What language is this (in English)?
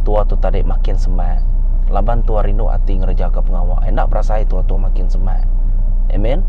Iban